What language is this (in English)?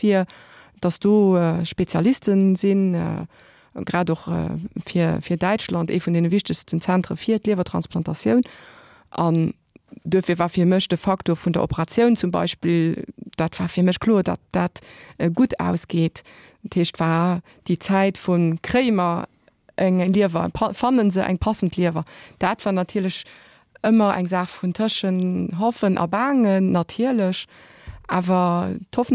Luxembourgish